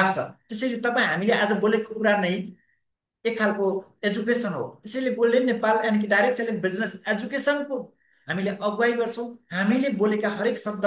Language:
Nepali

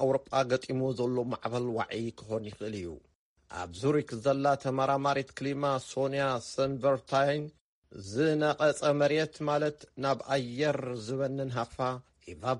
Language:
Tigrinya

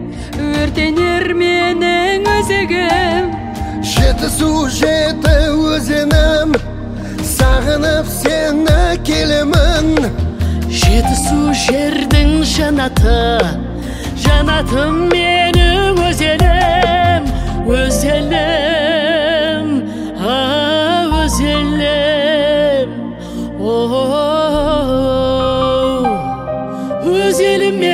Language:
Kazakh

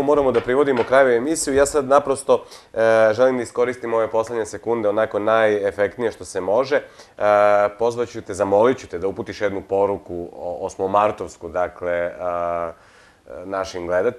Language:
Serbian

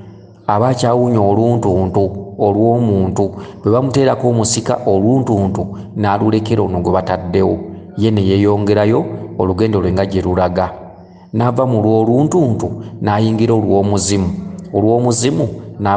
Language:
Ganda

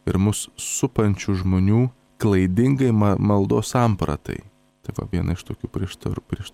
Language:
Lithuanian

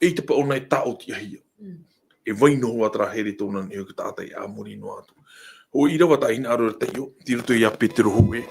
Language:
Tahitian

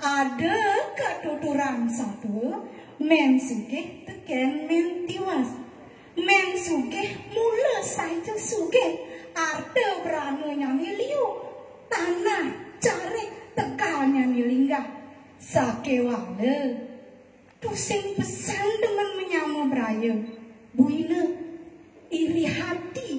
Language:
Balinese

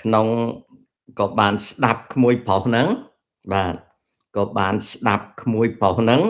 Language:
Khmer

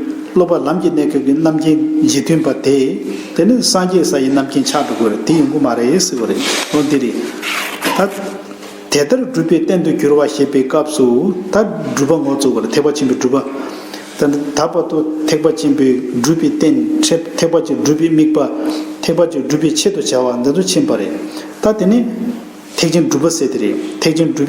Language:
Tibetan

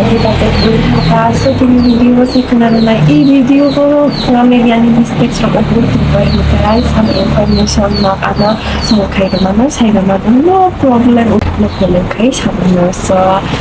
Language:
Kok Borok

